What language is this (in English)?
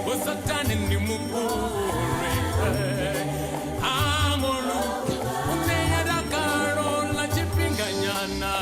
Venda